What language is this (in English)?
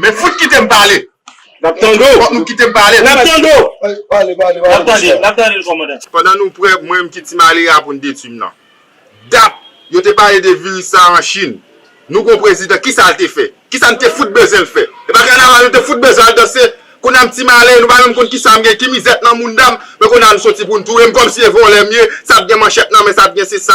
Haitian Creole